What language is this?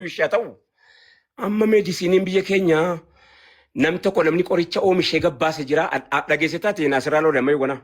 Oromo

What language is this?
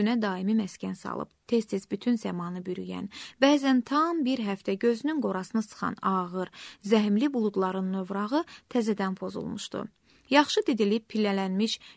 Azerbaijani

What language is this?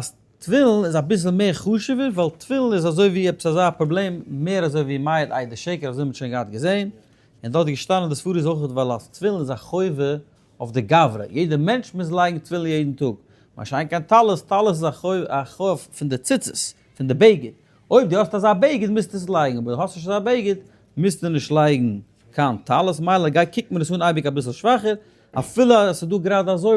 Yiddish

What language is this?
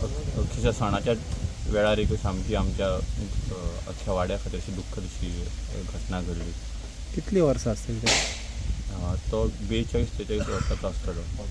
Konkani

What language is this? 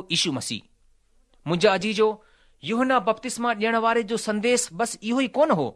Sindhi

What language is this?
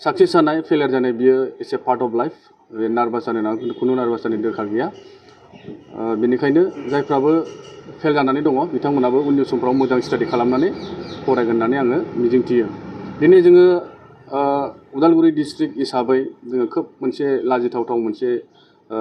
Bodo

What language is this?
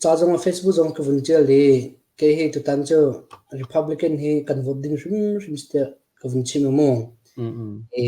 Hakha Chin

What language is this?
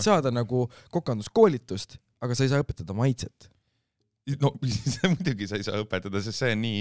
Estonian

